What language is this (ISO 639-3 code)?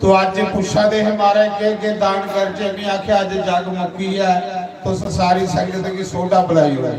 doi